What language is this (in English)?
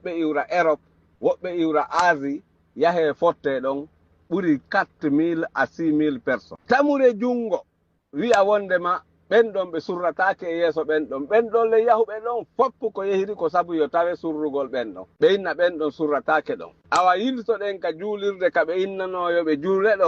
Fula